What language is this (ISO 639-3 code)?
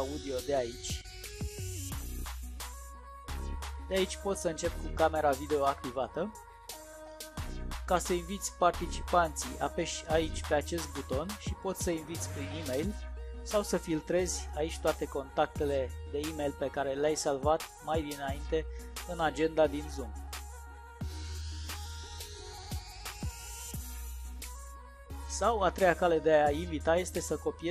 ron